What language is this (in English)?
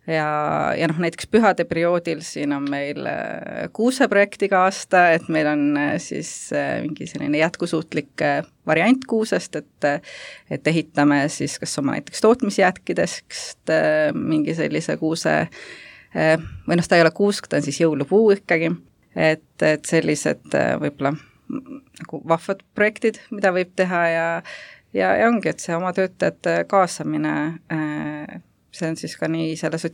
Estonian